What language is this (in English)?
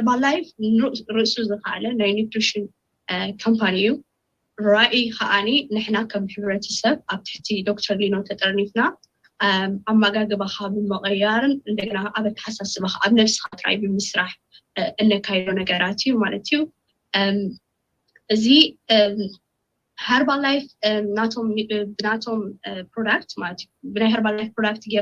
Tigrinya